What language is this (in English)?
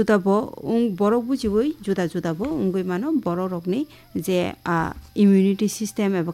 Kok Borok